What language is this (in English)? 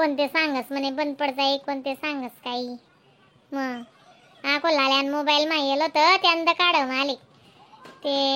Khandesi